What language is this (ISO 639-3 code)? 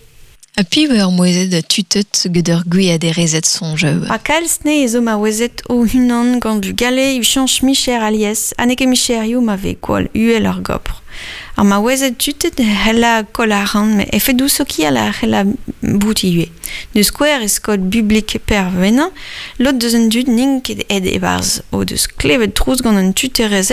bre